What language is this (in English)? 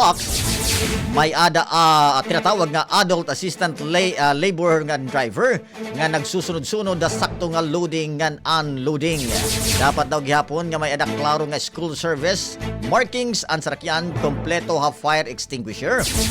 Waray